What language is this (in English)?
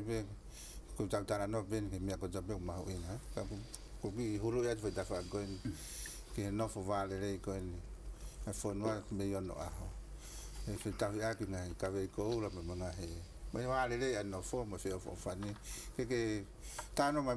Tongan